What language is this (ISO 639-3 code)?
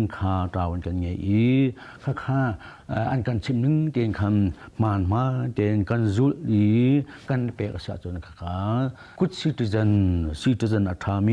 cnh